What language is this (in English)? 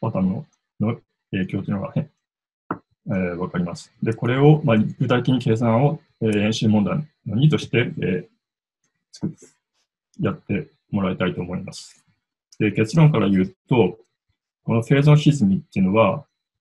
Japanese